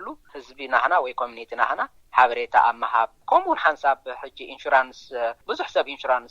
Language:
Tigrinya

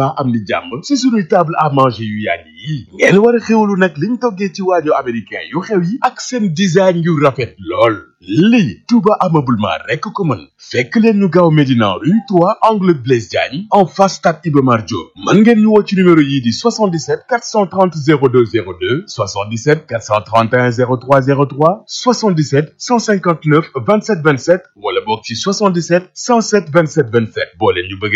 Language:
Wolof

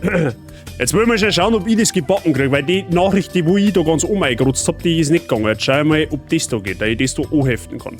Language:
Bavarian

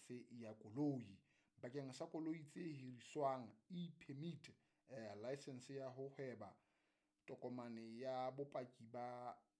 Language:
Southern Sotho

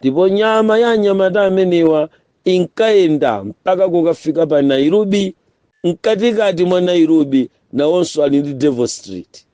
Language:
Nyanja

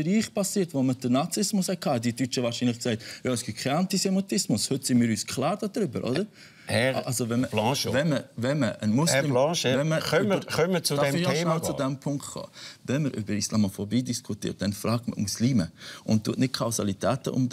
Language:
Swiss German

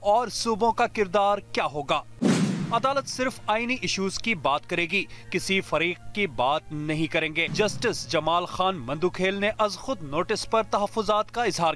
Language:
Urdu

